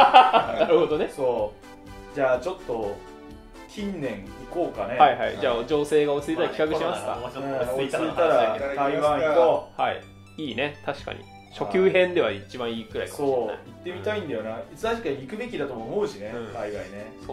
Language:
Japanese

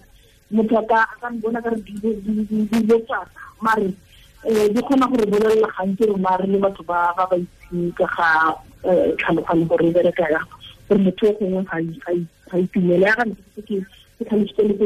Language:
Tswana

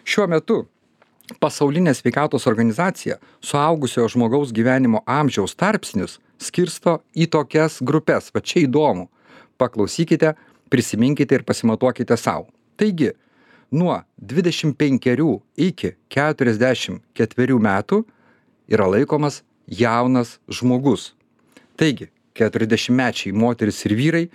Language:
Lithuanian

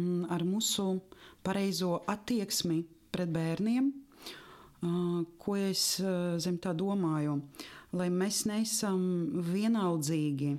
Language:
Latvian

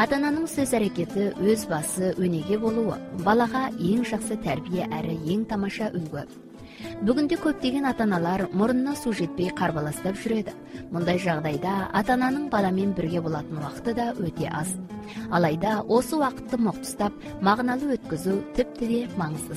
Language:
Kazakh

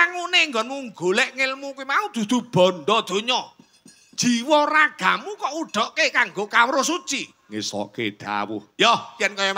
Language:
Javanese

